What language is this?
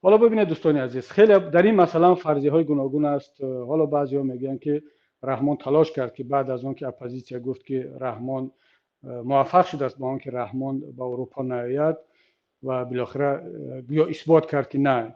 Tajik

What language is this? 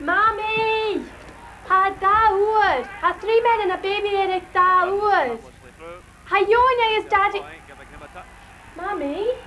Scottish Gaelic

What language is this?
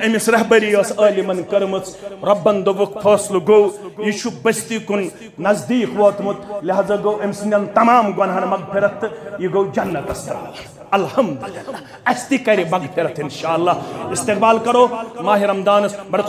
Kashmiri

